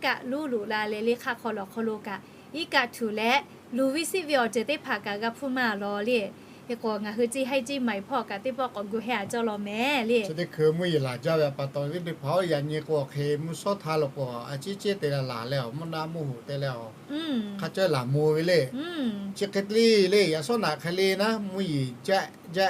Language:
Lahu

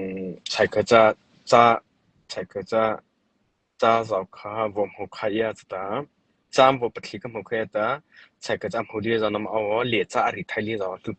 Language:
Mara Chin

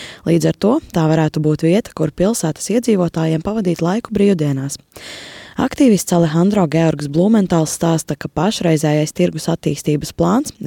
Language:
Latvian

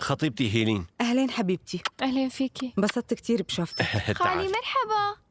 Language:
North Levantine Arabic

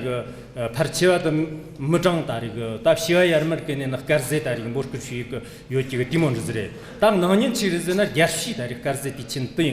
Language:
Tibetan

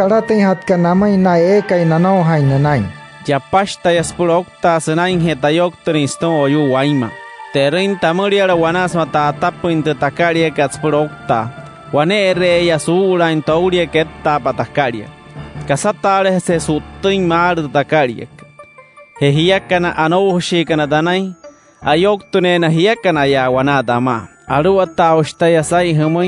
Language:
Wayuu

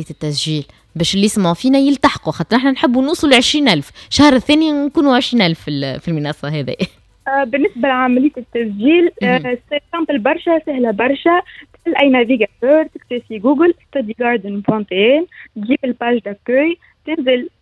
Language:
Tunisian Arabic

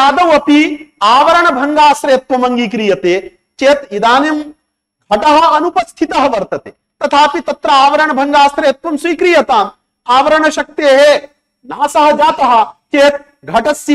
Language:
Sanskrit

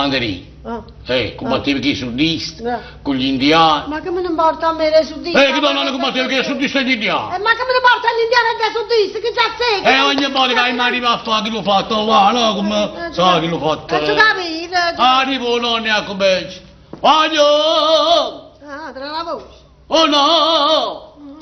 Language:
Neapolitan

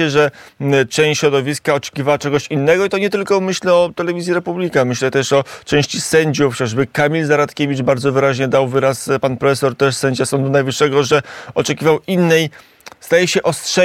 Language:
Polish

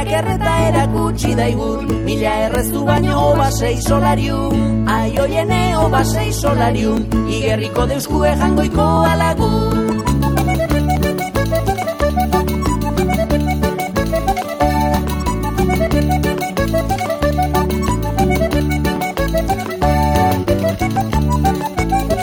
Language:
Basque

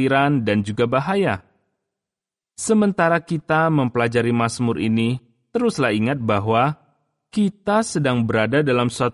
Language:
Indonesian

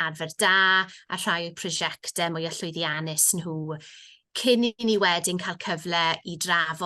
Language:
Welsh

